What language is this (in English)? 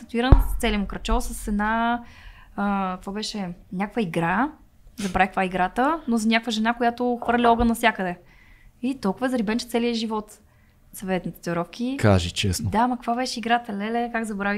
Bulgarian